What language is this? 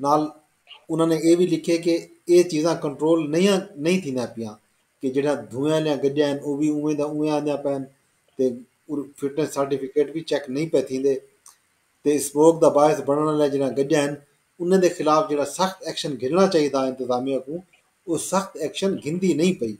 Saraiki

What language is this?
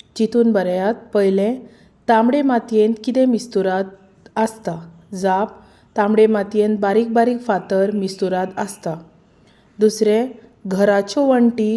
Konkani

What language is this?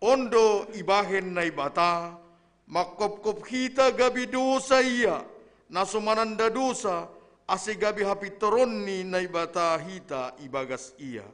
Batak Simalungun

